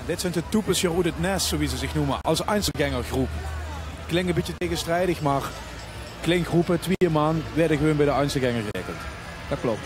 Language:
Limburgish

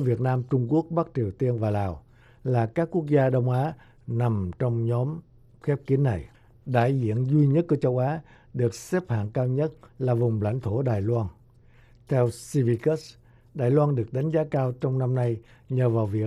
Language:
Vietnamese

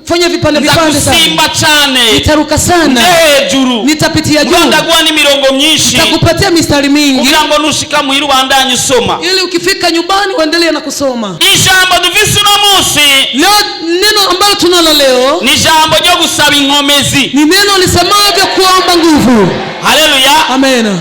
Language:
Rundi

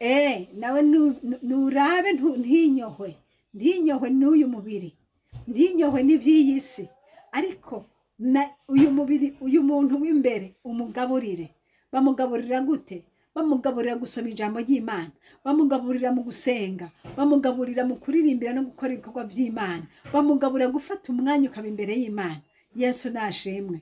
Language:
Rundi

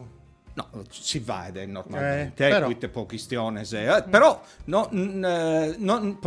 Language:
Sardinian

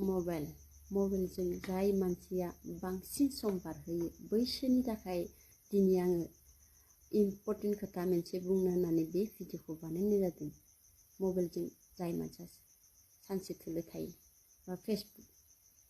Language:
Bodo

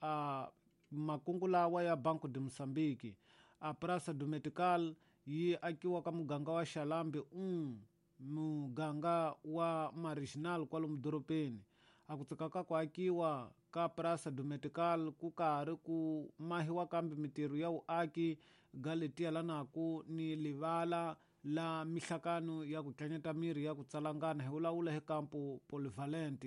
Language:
Tsonga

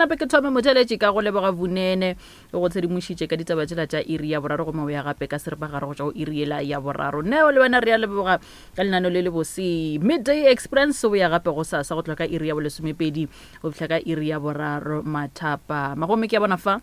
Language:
Northern Sotho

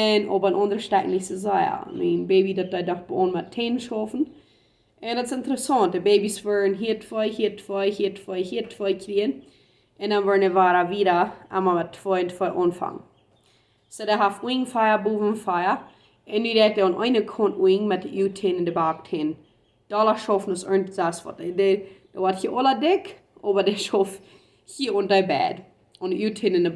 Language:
Plautdietsch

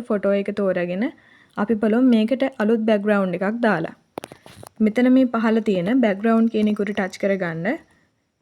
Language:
Sinhala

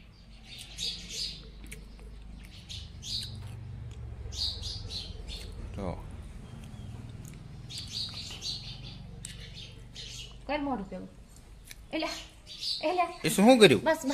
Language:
Gujarati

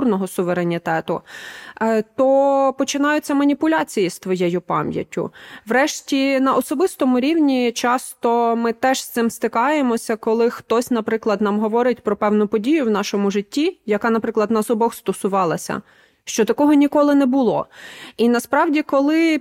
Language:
Ukrainian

